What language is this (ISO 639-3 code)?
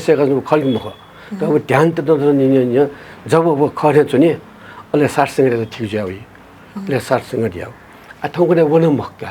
new